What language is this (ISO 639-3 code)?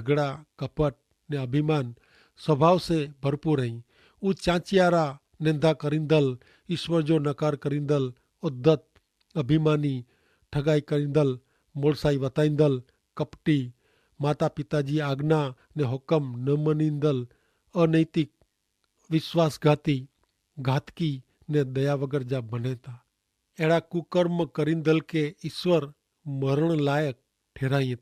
kfr